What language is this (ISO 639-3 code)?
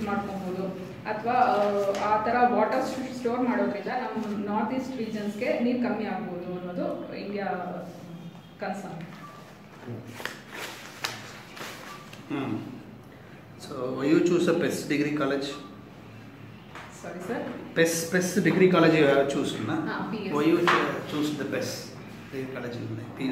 kan